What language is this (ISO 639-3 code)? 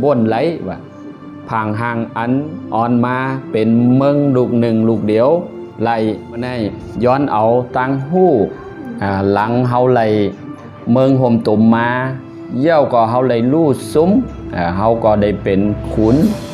shn